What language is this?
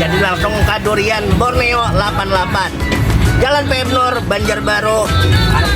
Banjar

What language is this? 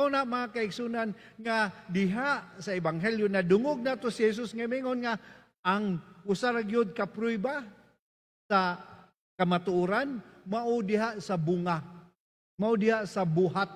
Cebuano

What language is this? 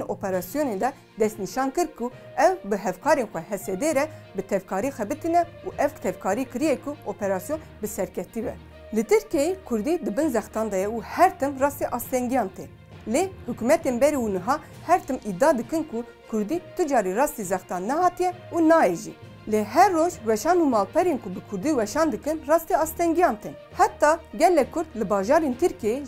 Kurdish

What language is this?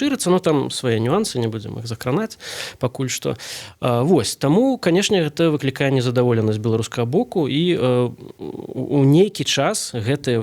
Belarusian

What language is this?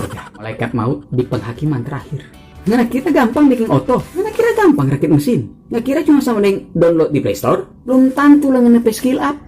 Manado Malay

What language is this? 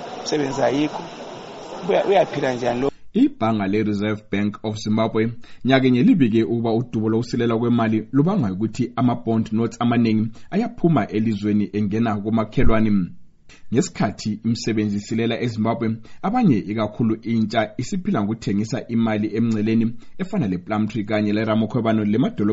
North Ndebele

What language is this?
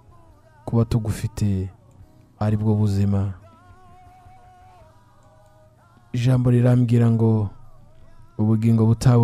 Kinyarwanda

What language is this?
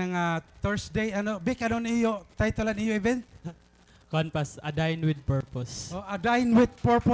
Waray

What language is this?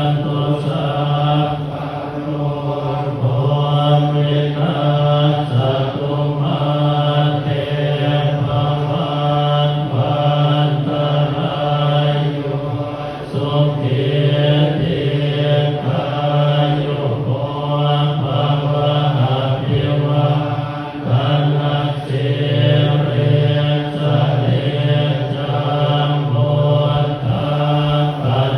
Pali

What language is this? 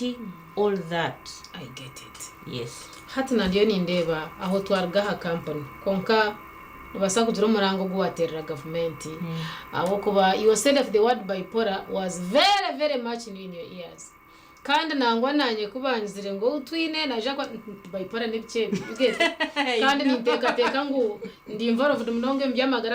Nyankole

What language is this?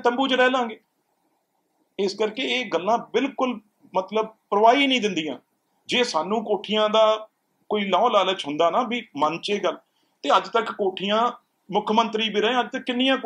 Punjabi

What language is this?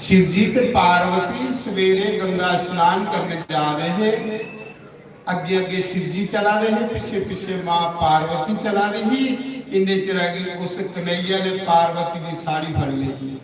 Dogri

